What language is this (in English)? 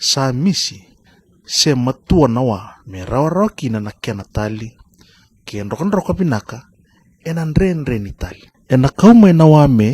Fijian